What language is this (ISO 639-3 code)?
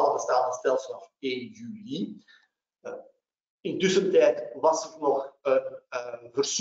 nld